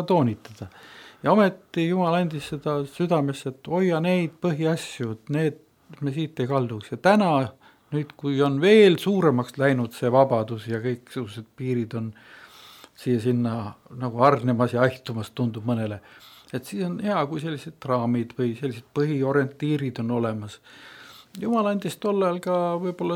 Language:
Estonian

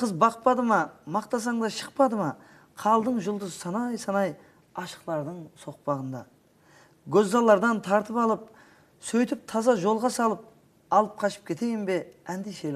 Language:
Kara-Kalpak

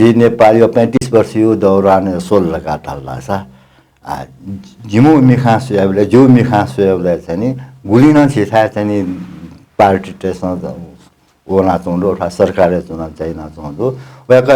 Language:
Newari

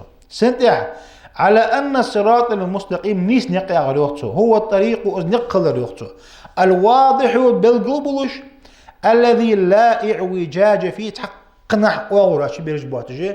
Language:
Ingush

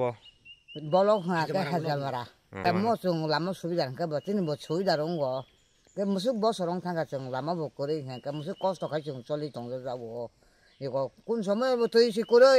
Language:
Kok Borok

